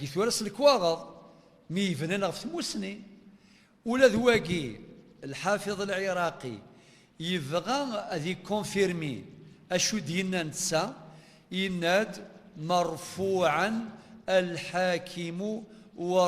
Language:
Kabyle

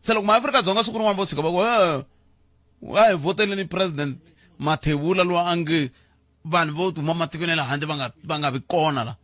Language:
Tsonga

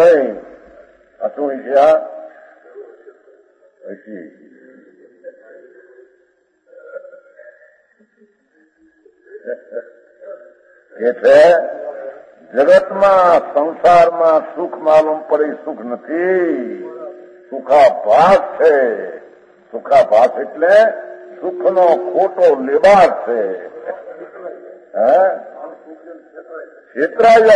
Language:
Gujarati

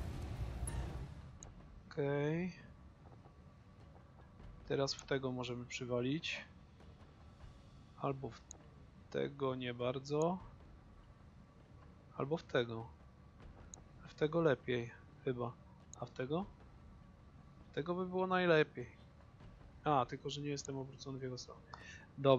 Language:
Polish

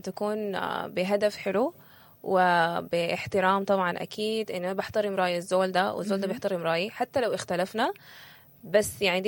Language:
Sudanese Arabic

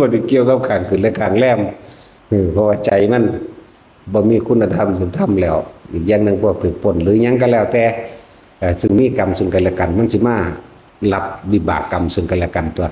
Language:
Northeastern Thai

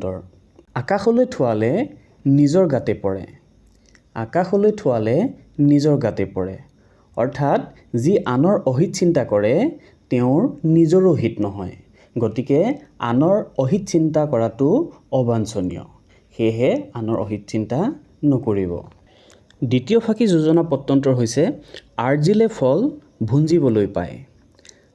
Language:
Assamese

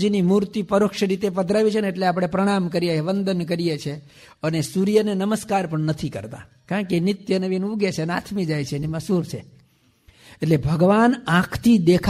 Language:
Gujarati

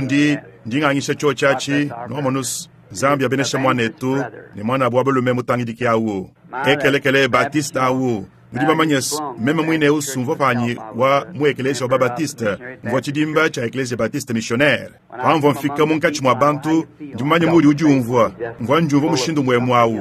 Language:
Luba-Lulua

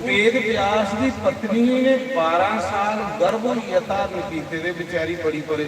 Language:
Dogri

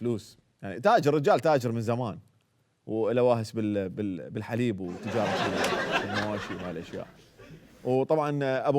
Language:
Mesopotamian Arabic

